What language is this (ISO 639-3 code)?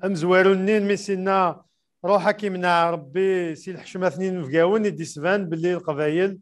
kab